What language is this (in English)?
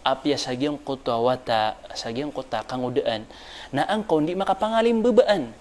Maranao